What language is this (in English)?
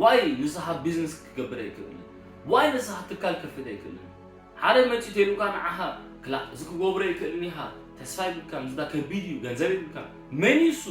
Tigrinya